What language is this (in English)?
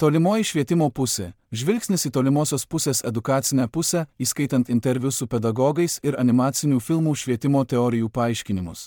Lithuanian